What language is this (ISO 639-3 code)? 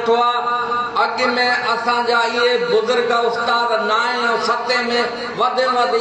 snd